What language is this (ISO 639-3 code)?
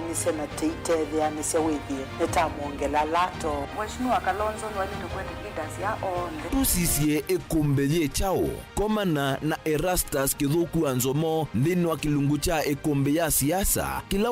kam